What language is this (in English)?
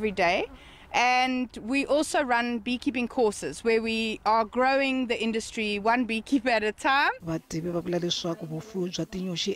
Tsonga